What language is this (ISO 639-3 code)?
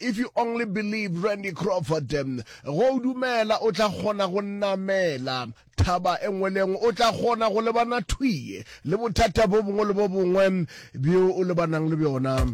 nso